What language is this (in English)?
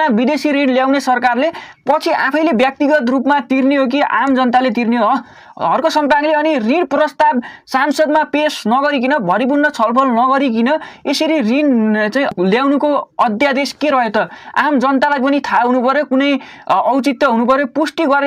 Nepali